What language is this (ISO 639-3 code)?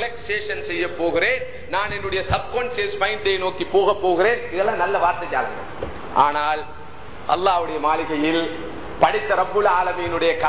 tam